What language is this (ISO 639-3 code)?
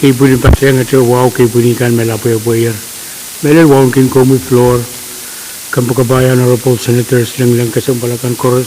pon